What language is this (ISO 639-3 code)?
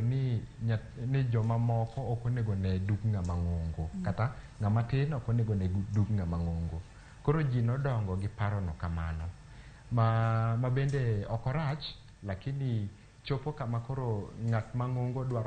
luo